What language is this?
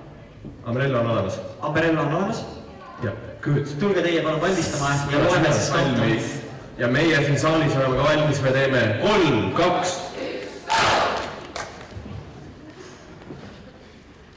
Estonian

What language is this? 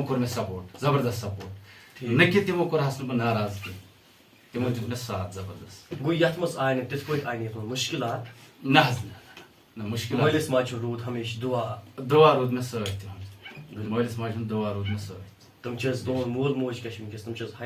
Kashmiri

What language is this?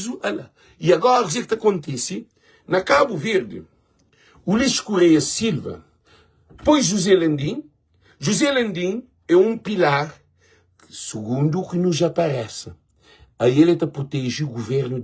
Kabuverdianu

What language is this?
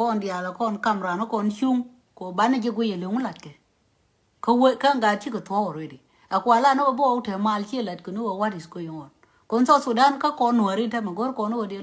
Nuer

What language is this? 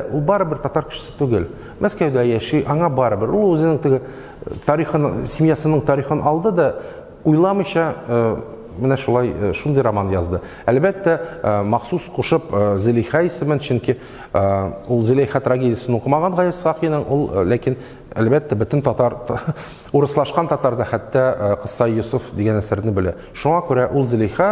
Tatar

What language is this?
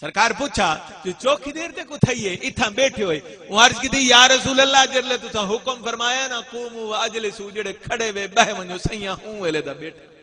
Saraiki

